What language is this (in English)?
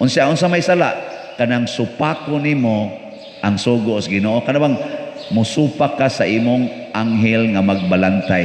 Cebuano